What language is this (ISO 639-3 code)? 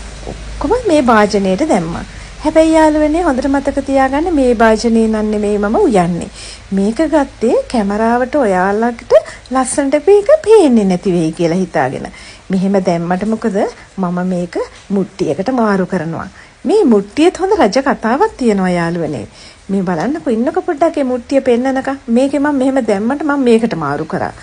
sin